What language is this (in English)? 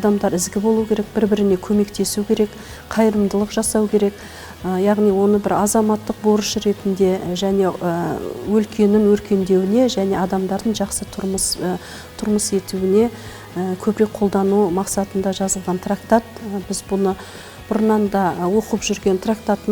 Kazakh